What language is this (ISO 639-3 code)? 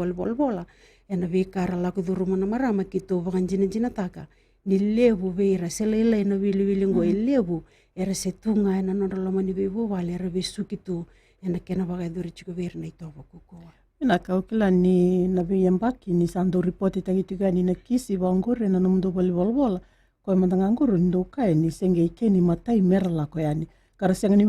fij